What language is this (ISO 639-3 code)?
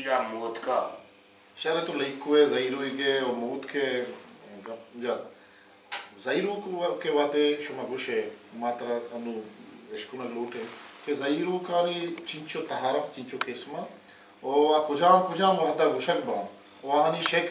bal